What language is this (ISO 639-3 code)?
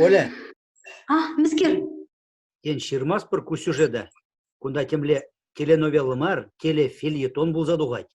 chv